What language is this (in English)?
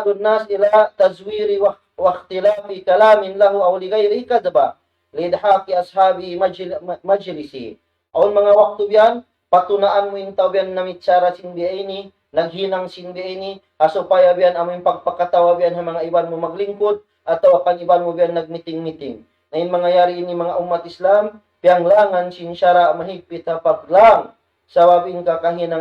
Tausug